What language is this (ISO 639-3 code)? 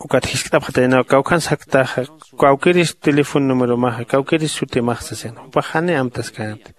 aym